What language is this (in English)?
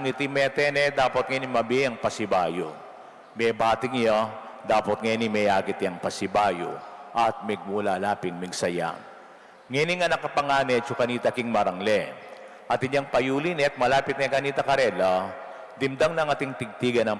Pampanga